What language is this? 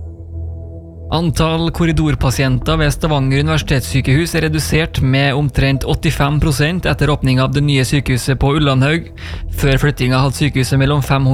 Norwegian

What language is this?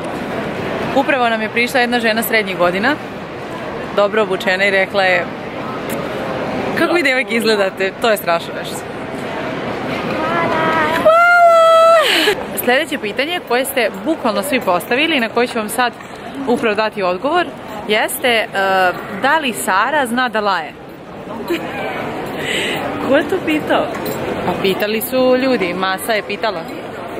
Serbian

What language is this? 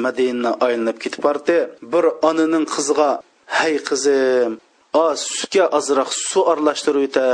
Uyghur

